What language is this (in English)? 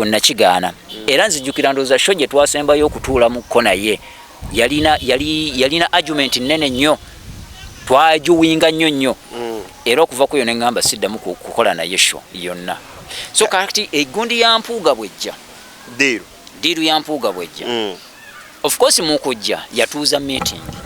Ganda